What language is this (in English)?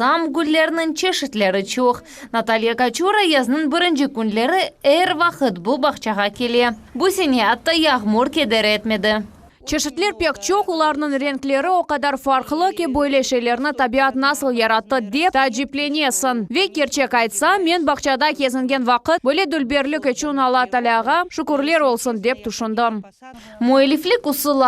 Crimean Tatar